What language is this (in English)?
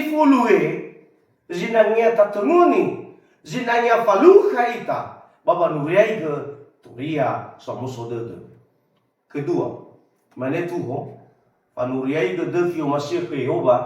Nias